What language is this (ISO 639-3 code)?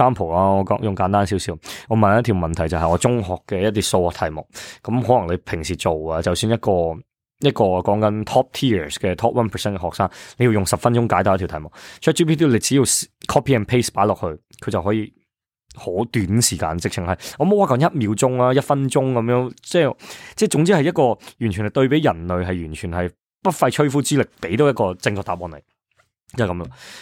yue